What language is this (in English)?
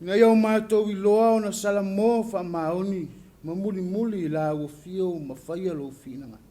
Samoan